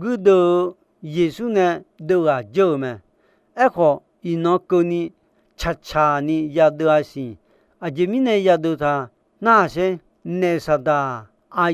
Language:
Akha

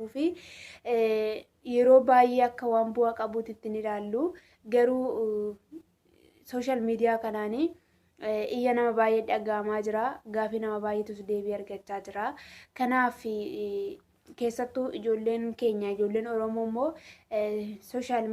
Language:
Oromo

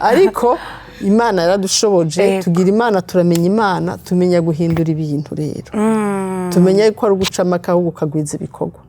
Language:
Rundi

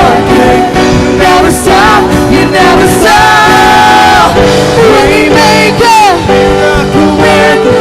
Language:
Waray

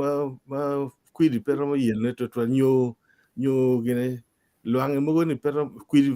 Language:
Acoli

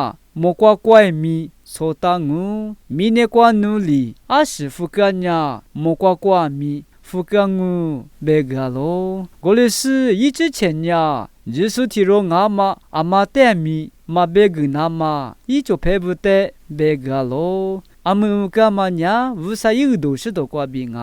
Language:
Lisu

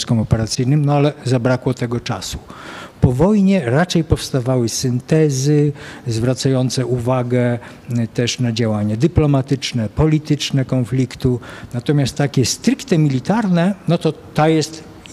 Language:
Polish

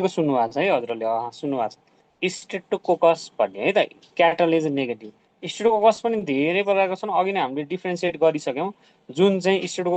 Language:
Nepali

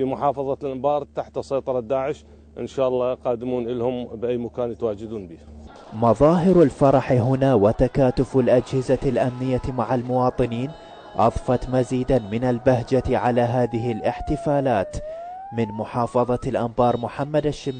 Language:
Arabic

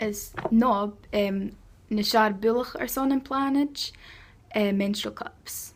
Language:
Scottish Gaelic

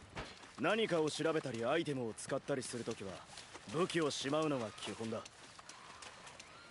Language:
Japanese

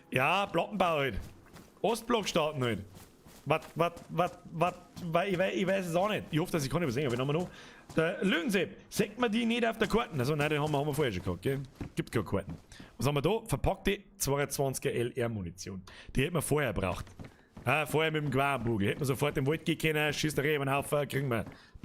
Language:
Bavarian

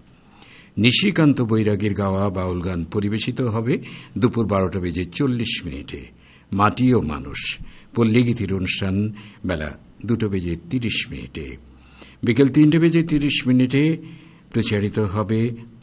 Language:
Bangla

